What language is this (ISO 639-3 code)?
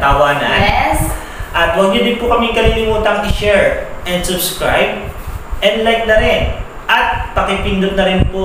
fil